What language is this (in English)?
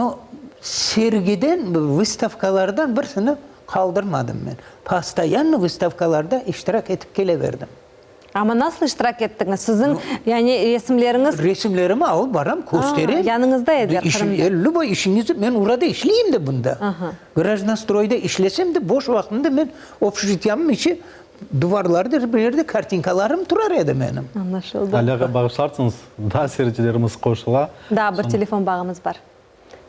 Crimean Tatar